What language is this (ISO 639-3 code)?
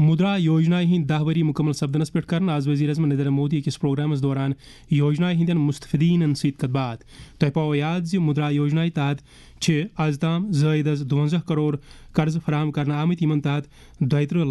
kas